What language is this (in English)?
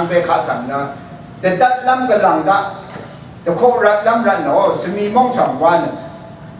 Rawang